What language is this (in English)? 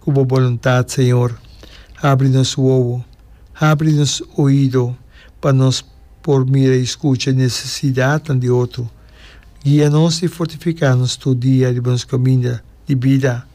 Papiamento